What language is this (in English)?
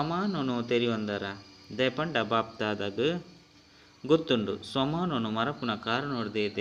Tulu